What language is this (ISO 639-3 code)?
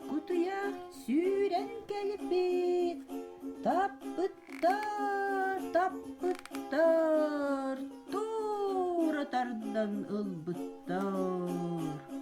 sah